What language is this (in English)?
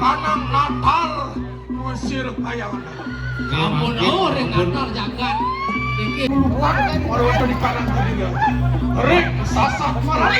Balinese